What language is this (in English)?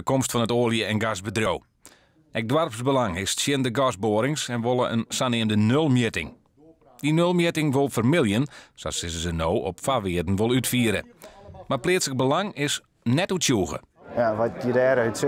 Western Frisian